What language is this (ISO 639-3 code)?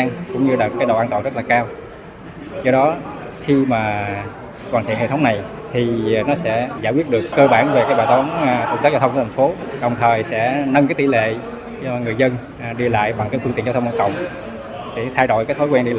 vie